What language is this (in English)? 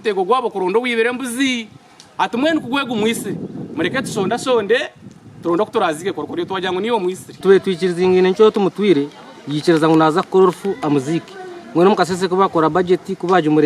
Nyankole